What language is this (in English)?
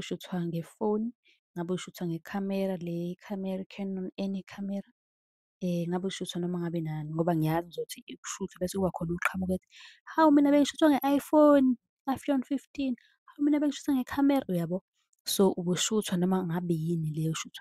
Zulu